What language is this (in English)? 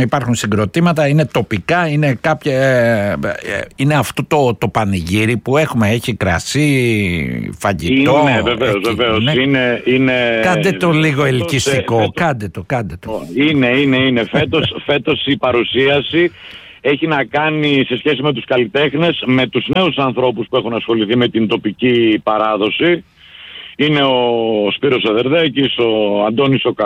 Greek